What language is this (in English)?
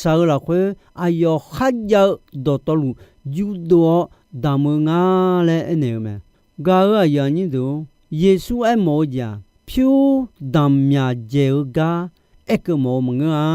Akha